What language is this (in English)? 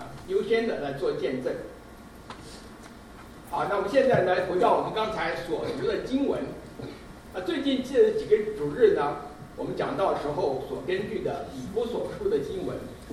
Chinese